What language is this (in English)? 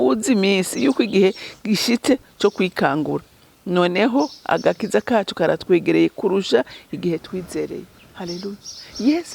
Rundi